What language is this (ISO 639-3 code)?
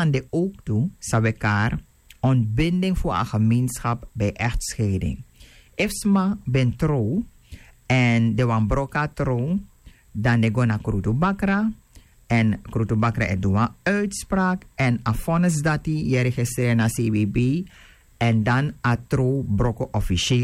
srn